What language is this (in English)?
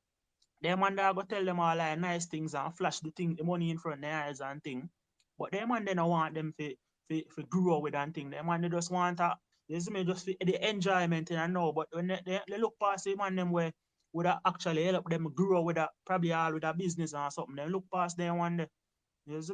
Jamaican Creole English